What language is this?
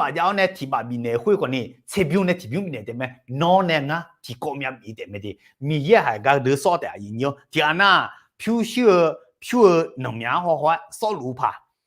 Akha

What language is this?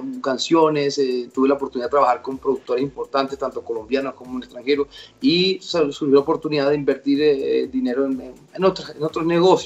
Spanish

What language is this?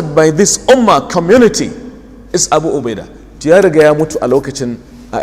Hausa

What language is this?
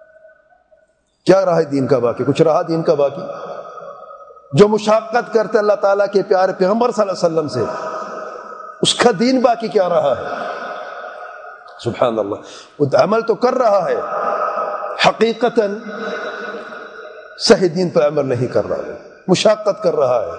Urdu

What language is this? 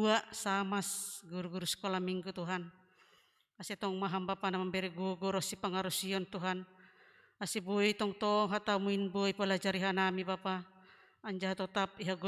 Batak Simalungun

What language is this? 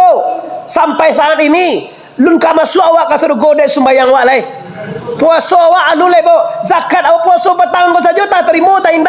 Minangkabau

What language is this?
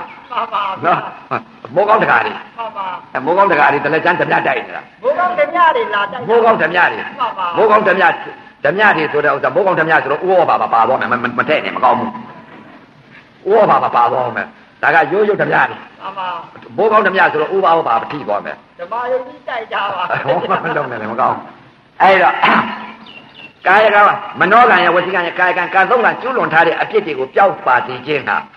Burmese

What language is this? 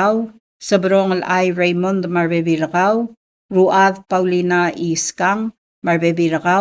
Palauan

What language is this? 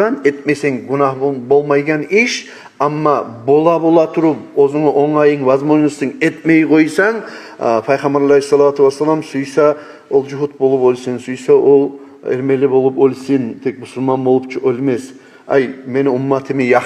Kumyk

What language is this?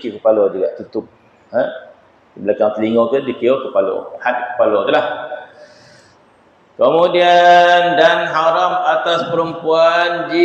Malay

